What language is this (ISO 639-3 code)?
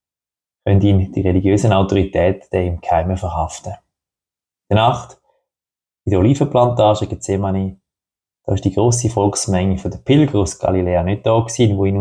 gsw